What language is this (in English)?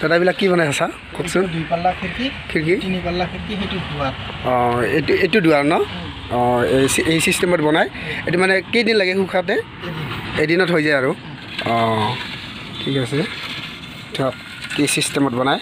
Assamese